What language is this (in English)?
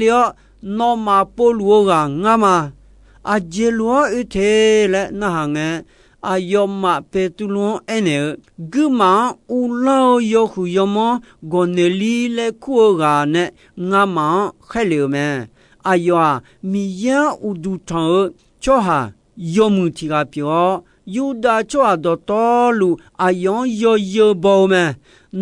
Akha